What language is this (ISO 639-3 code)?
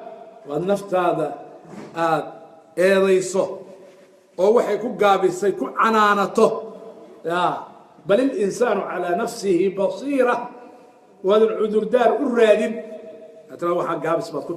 som